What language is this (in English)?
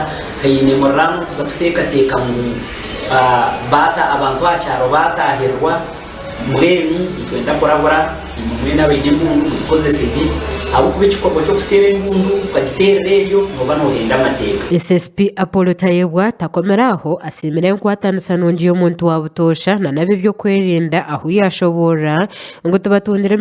Nyankole